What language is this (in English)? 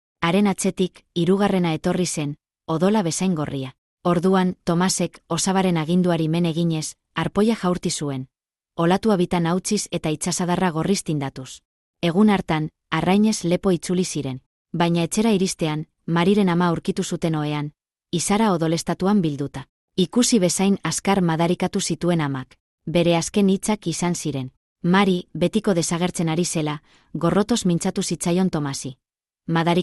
Basque